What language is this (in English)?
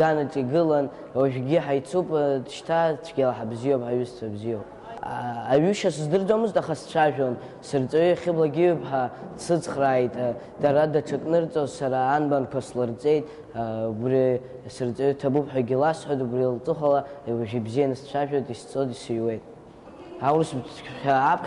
Abkhazian